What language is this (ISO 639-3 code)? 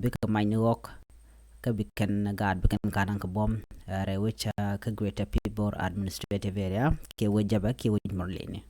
nus